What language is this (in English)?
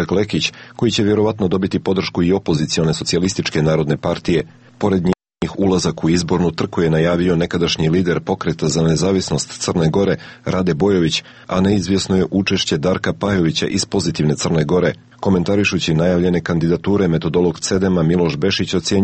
Serbian